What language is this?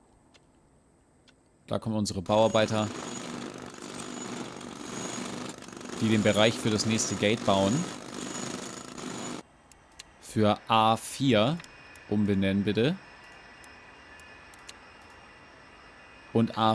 German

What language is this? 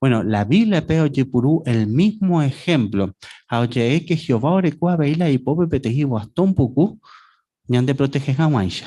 Guarani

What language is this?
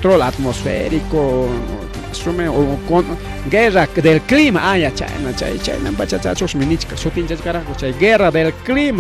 Ayacucho Quechua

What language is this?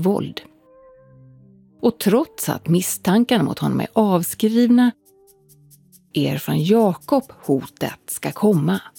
Swedish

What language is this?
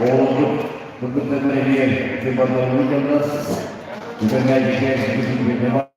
Yakut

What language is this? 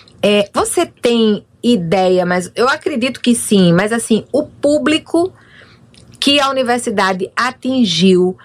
Portuguese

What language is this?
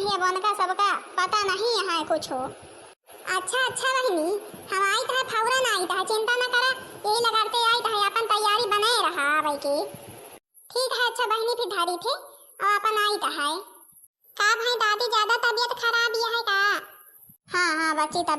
Awadhi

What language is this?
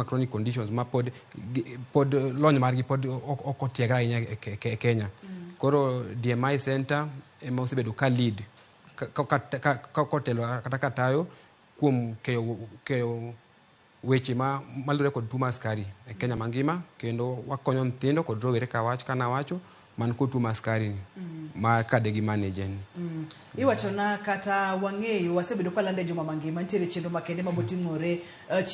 Luo (Kenya and Tanzania)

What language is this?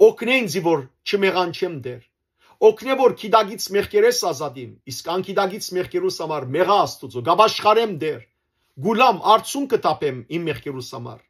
Western Armenian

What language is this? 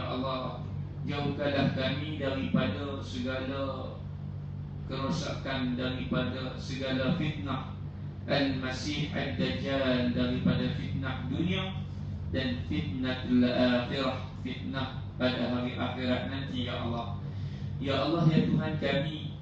Malay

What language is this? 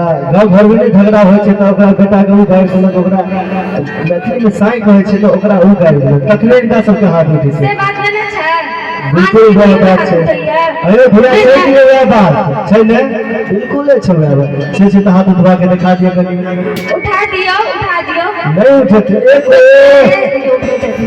Maithili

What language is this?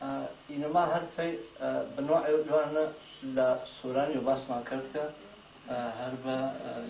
Gurani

